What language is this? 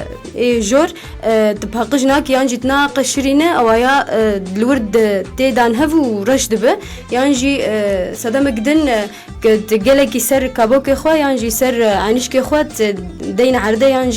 Kurdish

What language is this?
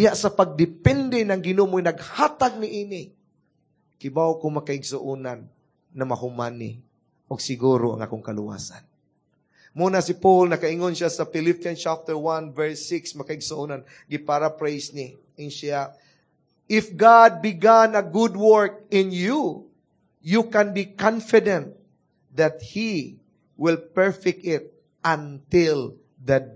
Cebuano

